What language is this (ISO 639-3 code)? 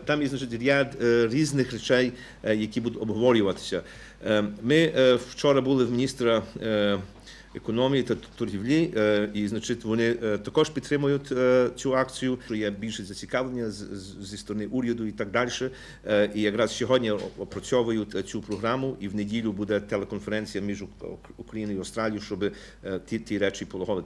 ukr